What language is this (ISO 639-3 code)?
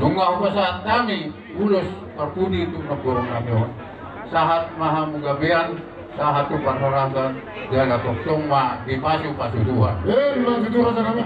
bbc